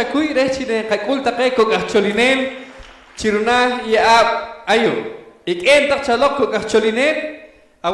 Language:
Poqomchi'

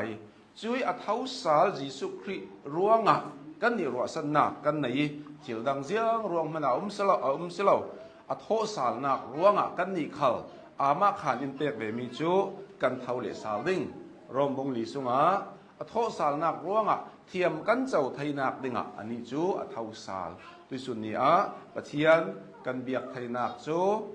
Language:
Hakha Chin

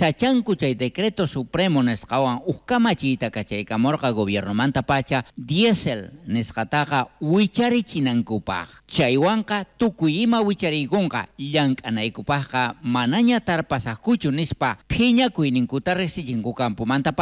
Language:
South Bolivian Quechua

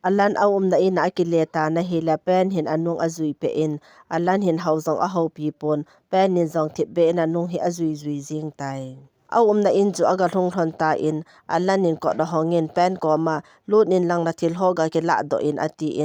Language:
Thado Chin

